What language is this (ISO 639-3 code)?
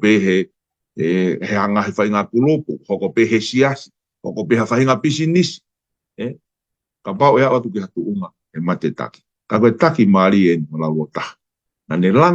ton